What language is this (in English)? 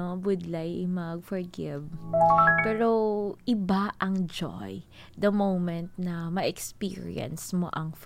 Hiligaynon